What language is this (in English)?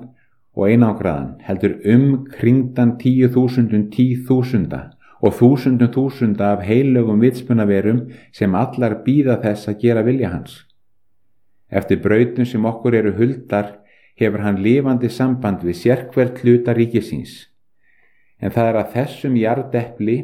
Icelandic